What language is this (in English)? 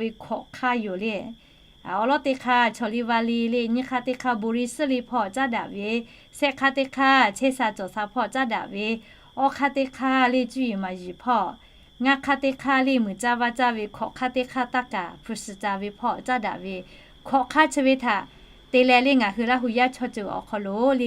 Lahu